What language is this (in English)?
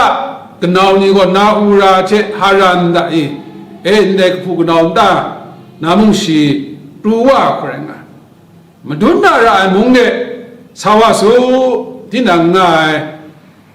Kachin